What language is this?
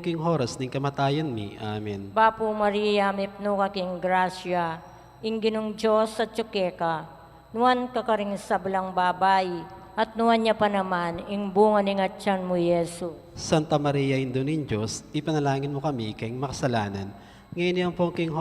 Pampanga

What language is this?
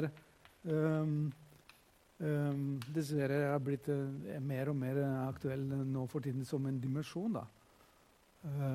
Norwegian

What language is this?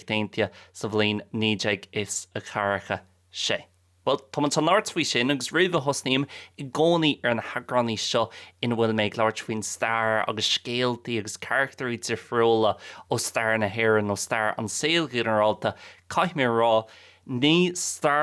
Irish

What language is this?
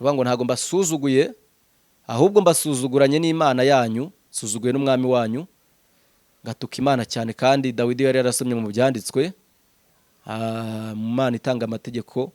Kinyarwanda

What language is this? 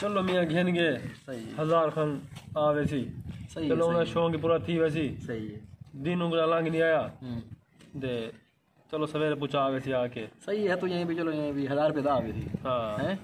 Saraiki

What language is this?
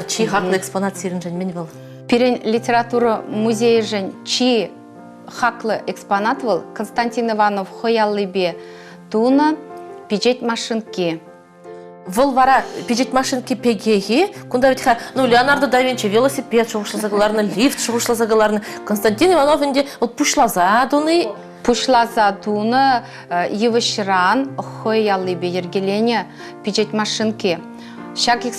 Chuvash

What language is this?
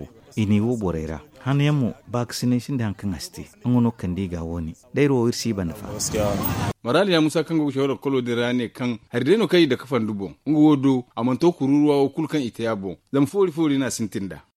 Zarma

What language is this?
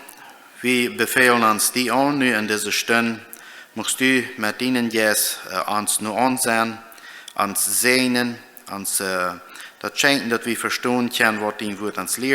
Plautdietsch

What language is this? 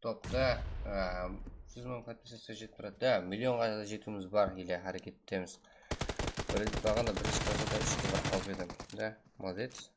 Kara-Kalpak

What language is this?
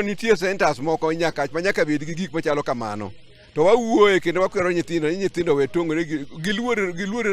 Luo (Kenya and Tanzania)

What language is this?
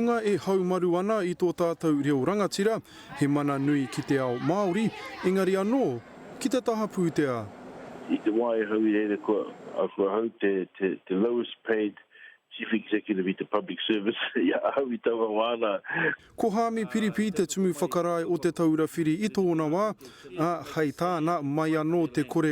Māori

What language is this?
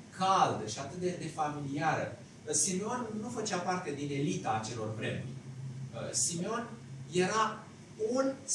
Romanian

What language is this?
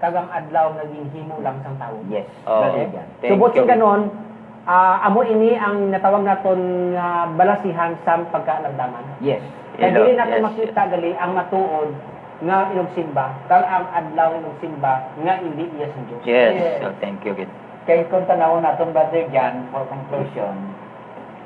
Hiligaynon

